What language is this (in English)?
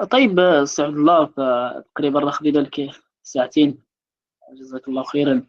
Moroccan Arabic